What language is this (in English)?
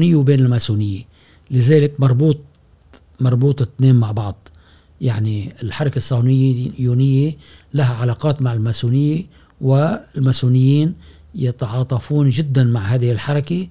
Gulf Arabic